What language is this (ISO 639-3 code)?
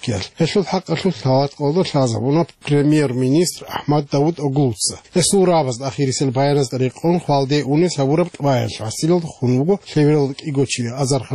ava